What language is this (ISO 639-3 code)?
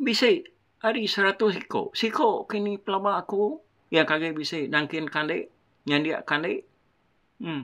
iba